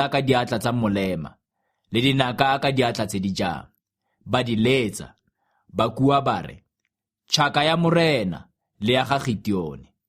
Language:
Tswana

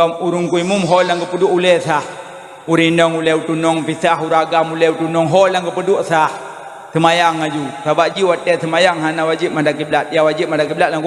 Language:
Achinese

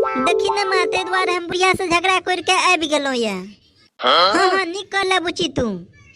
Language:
Maithili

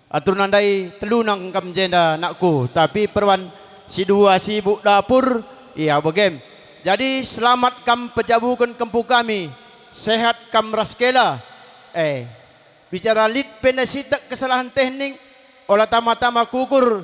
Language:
Batak Karo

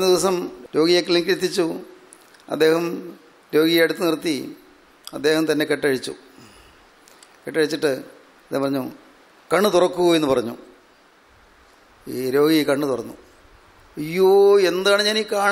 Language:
Malayalam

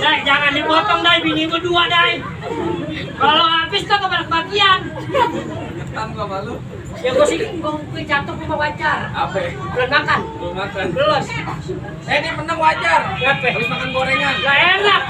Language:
Betawi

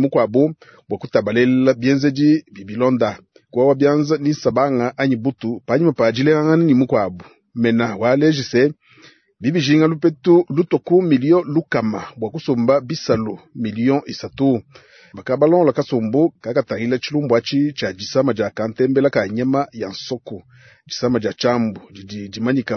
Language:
Luba-Lulua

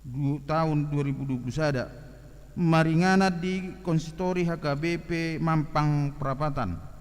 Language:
Batak Toba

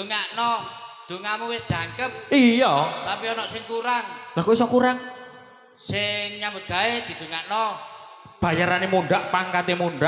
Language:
Javanese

